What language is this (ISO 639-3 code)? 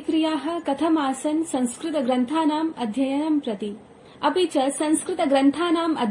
san